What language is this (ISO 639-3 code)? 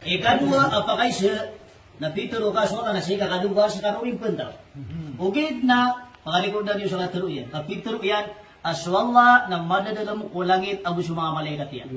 mrw